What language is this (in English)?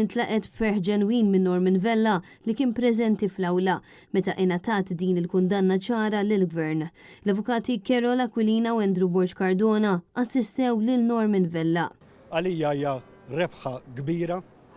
Maltese